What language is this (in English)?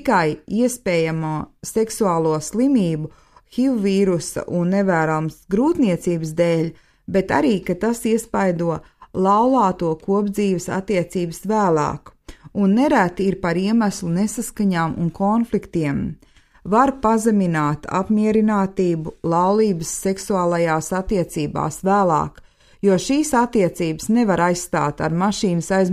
Latvian